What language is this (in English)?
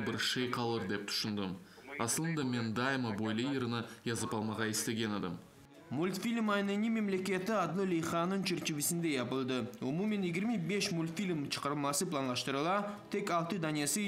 Crimean Tatar